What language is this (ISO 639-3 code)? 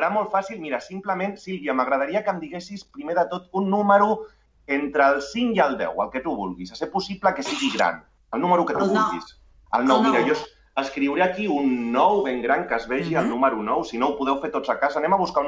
cat